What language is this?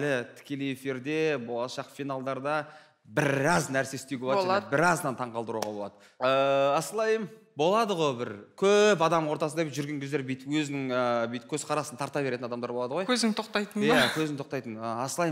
Kazakh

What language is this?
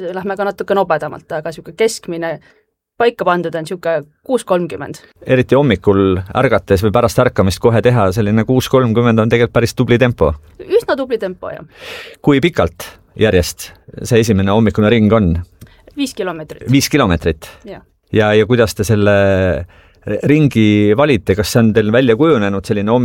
Estonian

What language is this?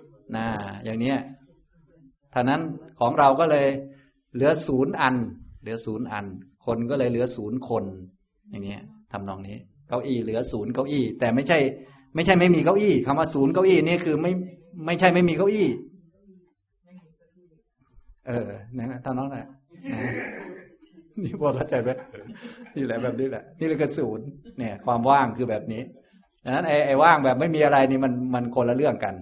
Thai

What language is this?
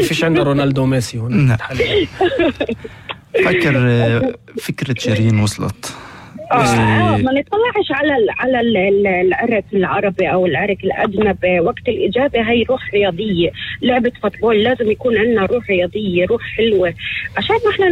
North Levantine Arabic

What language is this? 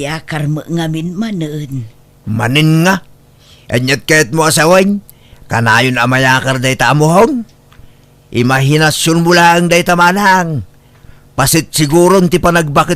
Iloko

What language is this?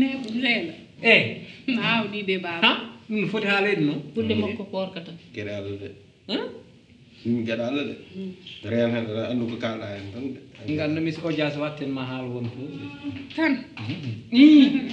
Fula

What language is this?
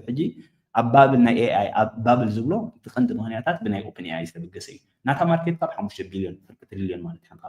Tigrinya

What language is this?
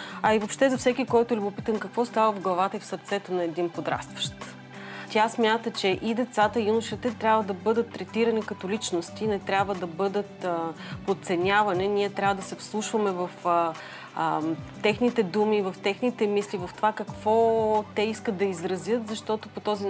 Bulgarian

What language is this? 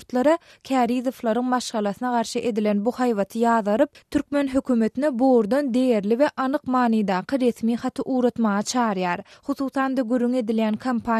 Turkmen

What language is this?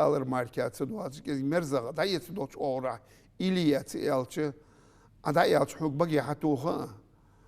Ingush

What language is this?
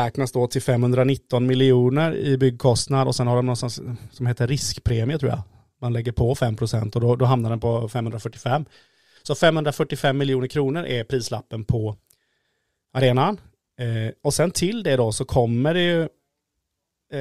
Swedish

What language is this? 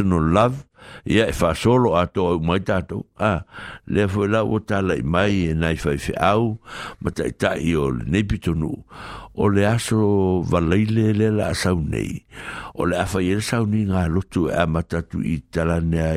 Samoan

